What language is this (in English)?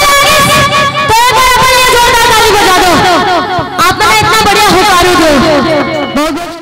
Chhattisgarhi